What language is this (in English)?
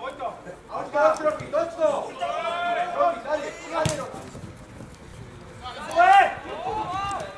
Czech